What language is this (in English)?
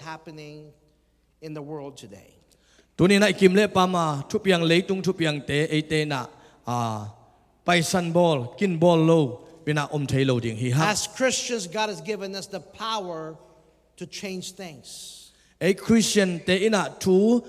Tedim Chin